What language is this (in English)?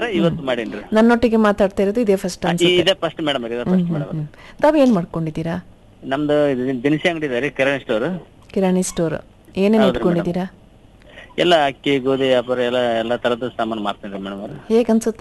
Kannada